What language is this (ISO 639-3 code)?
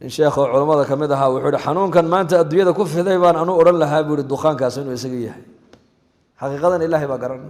som